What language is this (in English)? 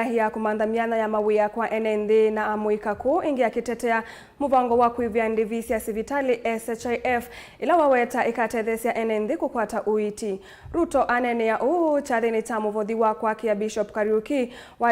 Kamba